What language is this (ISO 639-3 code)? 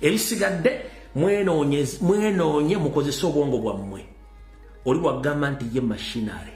lug